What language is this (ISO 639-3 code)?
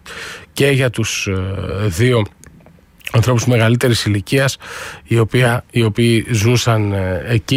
ell